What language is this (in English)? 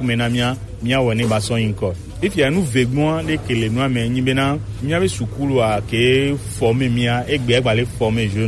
Gen